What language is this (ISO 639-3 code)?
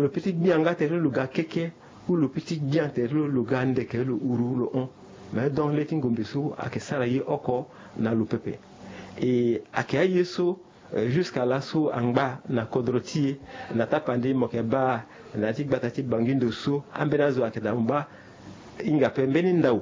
sag